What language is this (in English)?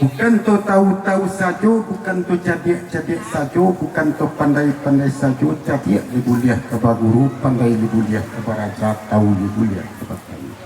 Minangkabau